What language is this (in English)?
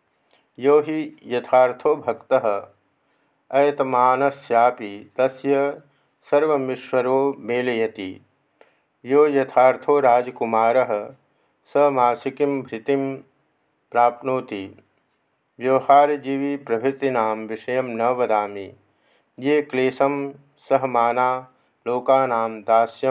Sanskrit